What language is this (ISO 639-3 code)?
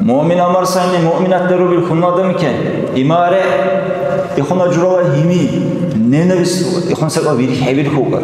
dar